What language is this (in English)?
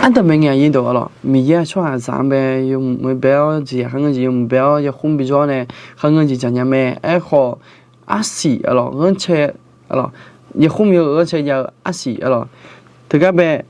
Akha